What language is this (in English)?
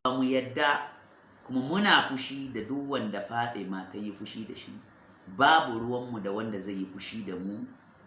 Hausa